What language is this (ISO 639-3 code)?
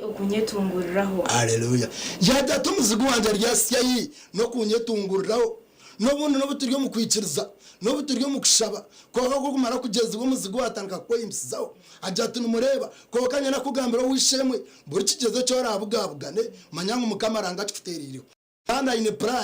nyn